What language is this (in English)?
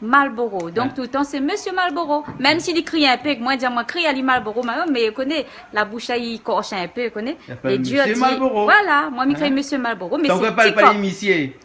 Réunion Creole French